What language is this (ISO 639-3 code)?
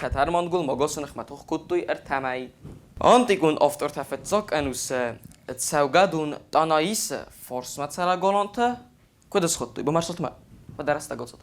oss